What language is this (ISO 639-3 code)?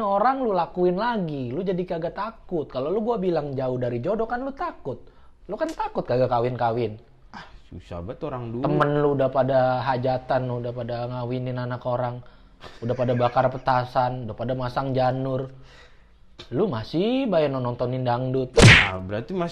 bew